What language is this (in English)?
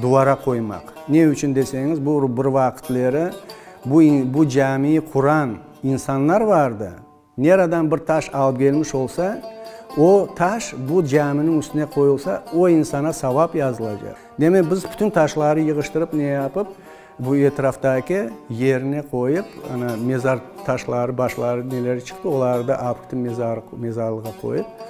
Crimean Tatar